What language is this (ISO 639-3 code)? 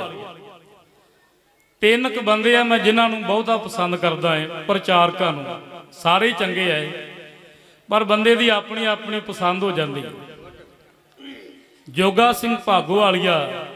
pan